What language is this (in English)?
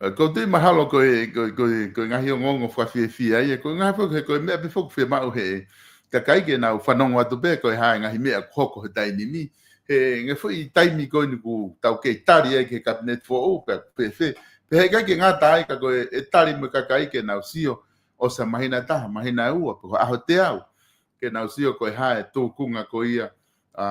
Tongan